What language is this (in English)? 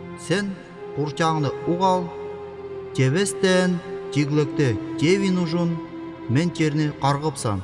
Northern Altai